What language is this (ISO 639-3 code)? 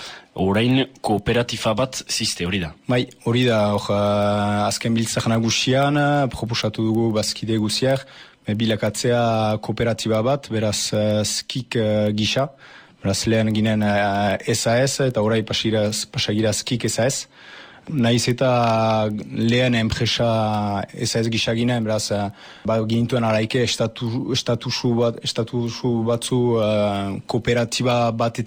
eus